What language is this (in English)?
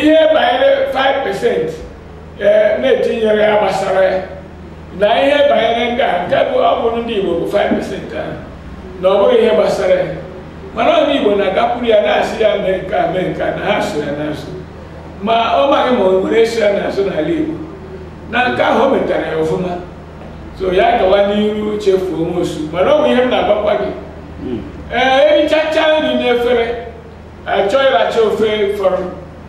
Igbo